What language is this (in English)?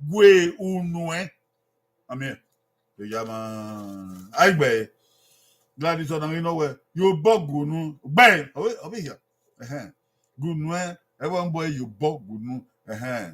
Bini